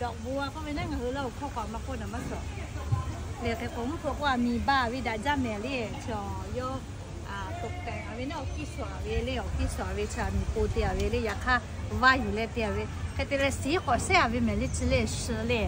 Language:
Lahu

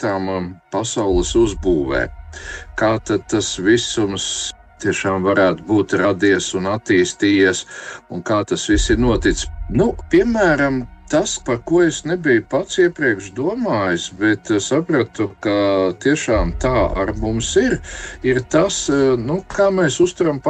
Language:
Latvian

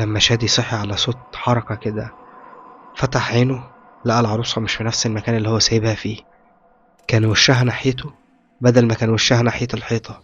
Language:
Egyptian Arabic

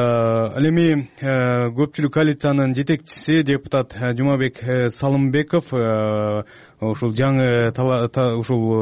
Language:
Kyrgyz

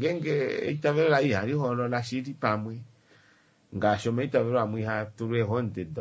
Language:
Kuanyama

